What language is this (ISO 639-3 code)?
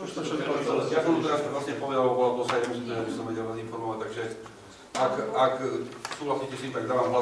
slk